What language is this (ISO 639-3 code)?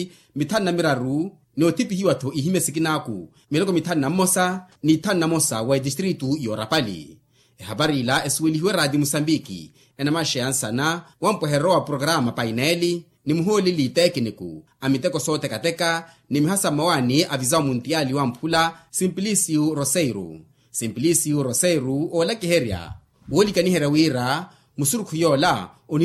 vmw